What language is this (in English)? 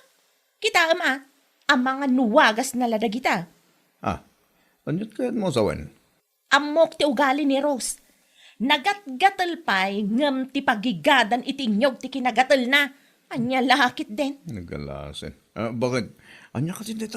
Iloko